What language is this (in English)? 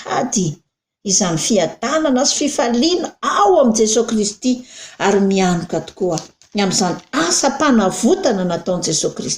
Malagasy